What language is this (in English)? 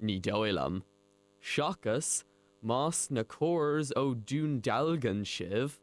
Irish